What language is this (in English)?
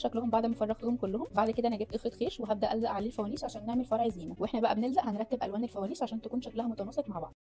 Egyptian Arabic